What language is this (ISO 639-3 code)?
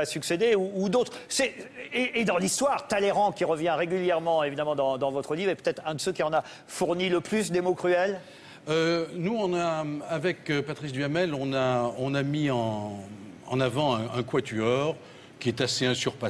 fra